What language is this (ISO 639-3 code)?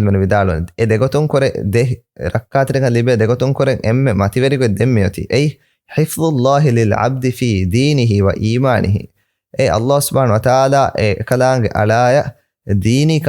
div